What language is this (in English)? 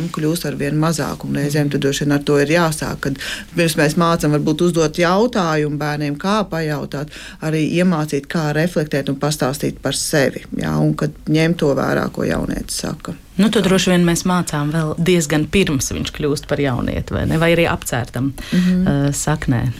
Latvian